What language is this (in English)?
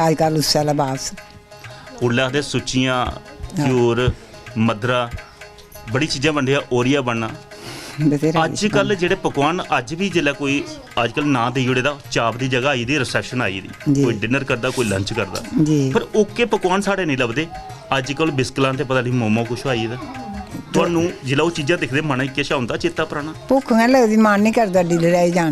Dogri